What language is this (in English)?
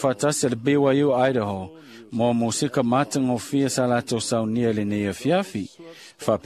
Samoan